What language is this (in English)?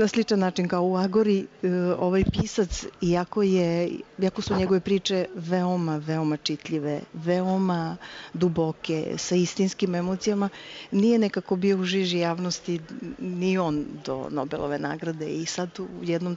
Serbian